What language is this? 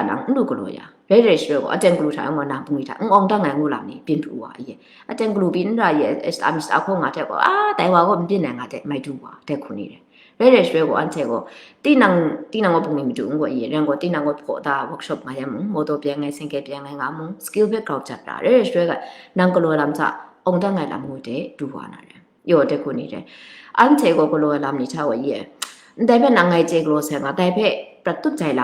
Kachin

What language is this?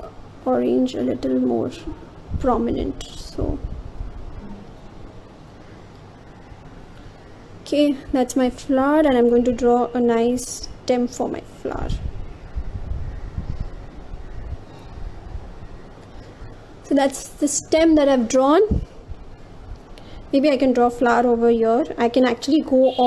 English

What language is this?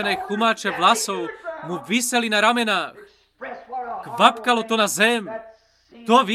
Slovak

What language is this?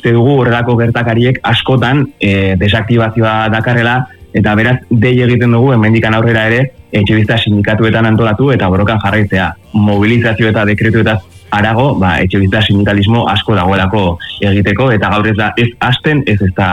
Basque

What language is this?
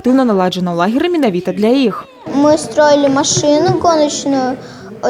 Belarusian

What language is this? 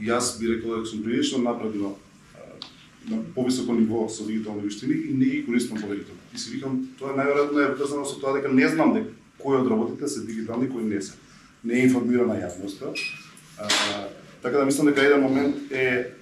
Macedonian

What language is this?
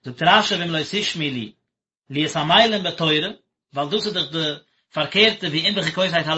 Yiddish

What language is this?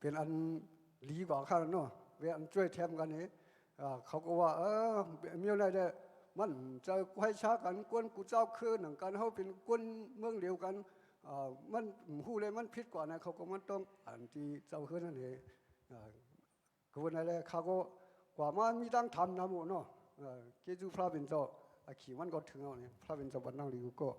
Shan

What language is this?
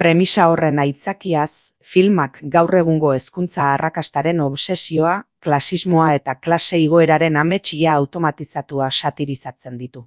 Basque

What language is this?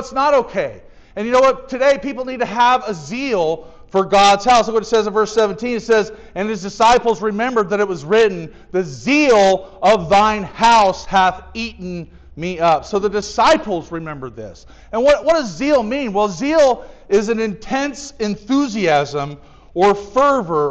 English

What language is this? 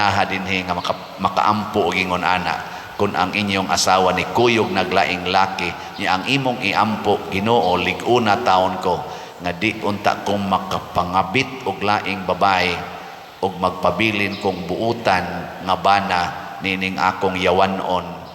Cebuano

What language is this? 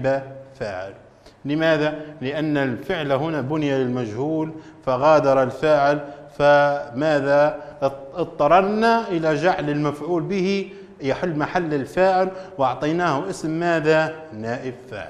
Arabic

